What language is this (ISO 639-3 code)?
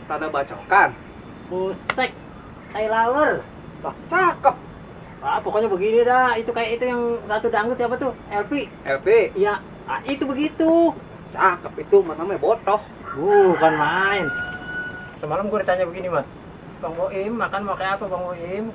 bew